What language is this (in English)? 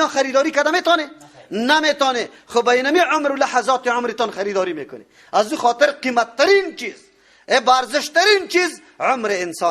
Persian